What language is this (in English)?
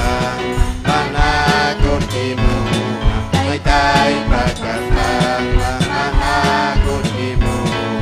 Ayacucho Quechua